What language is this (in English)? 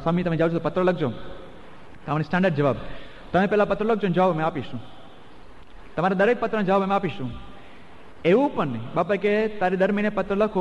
Gujarati